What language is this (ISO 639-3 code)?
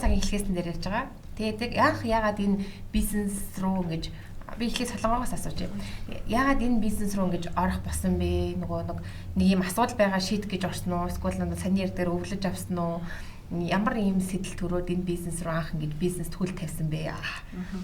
mon